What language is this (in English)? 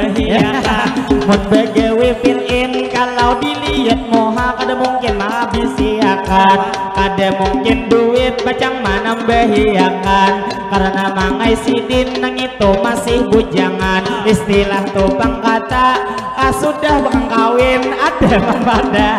Banjar